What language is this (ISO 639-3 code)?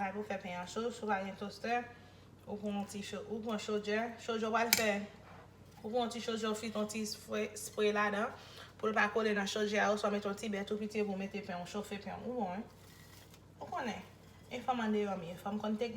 hat